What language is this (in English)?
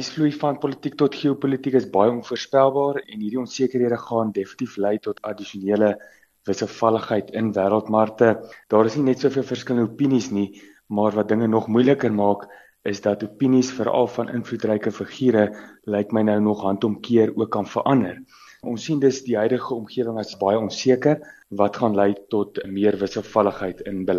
Afrikaans